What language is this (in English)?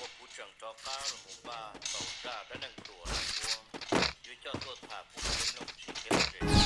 Hmong